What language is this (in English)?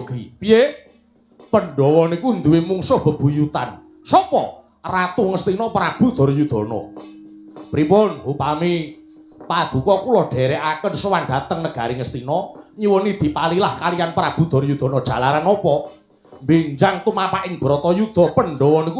Javanese